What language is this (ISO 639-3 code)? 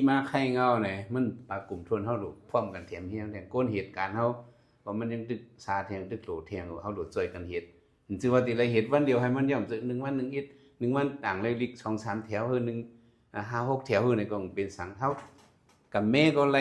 shn